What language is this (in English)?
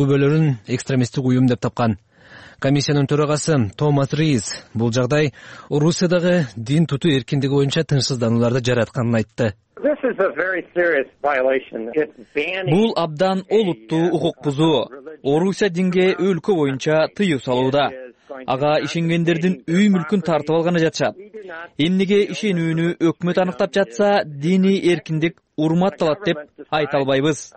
Kyrgyz